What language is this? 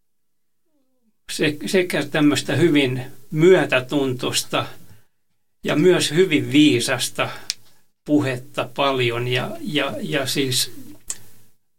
Finnish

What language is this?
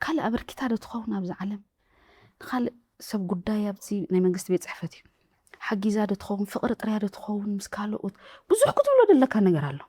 Tigrinya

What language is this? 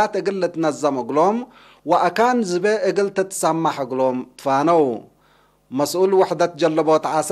Tigre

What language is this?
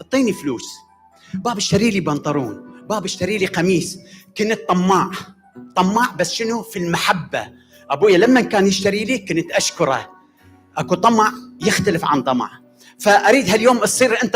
Mesopotamian Arabic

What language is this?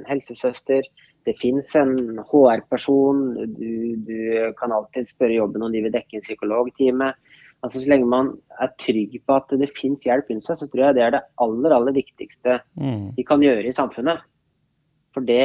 Norwegian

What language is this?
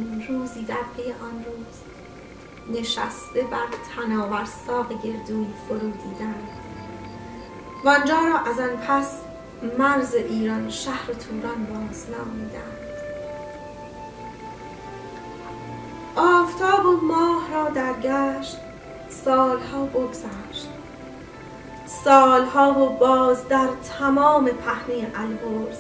Persian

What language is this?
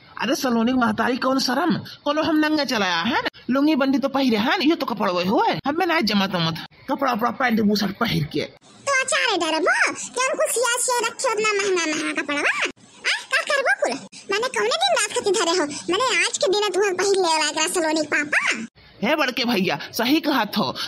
Awadhi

